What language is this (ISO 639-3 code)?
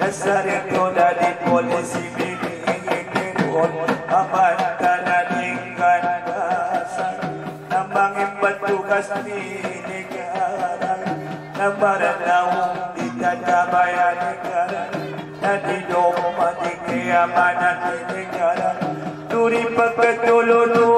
akb